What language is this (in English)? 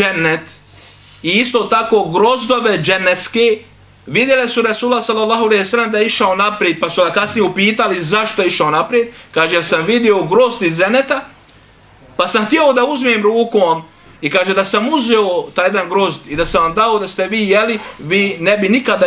Bosnian